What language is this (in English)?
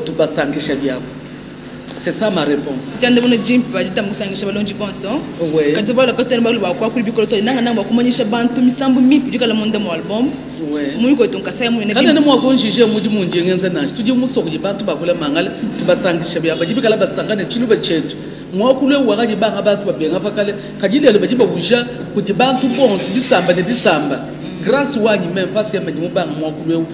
Luba-Lulua